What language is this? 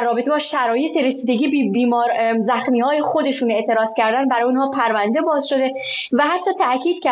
Persian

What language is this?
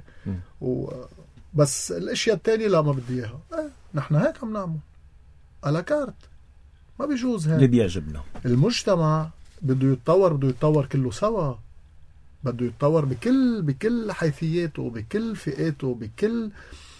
North Levantine Arabic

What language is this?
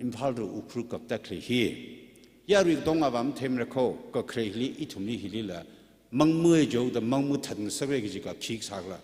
Tangkhul Naga (India)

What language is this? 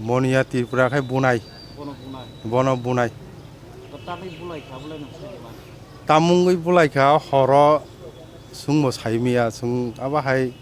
Kok Borok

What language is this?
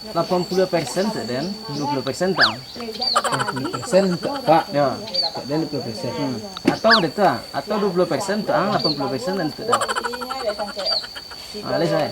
Minangkabau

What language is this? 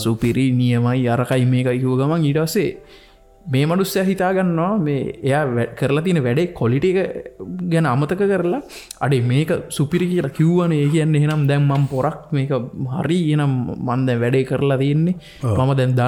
Sinhala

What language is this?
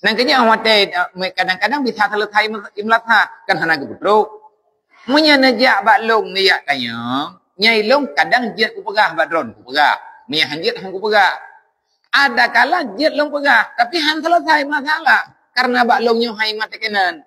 Achinese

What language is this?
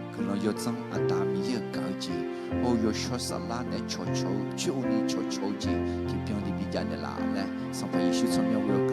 Akha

